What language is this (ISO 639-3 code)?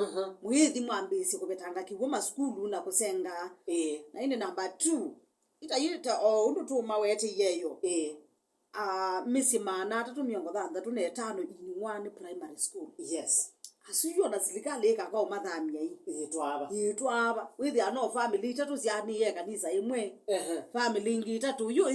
kam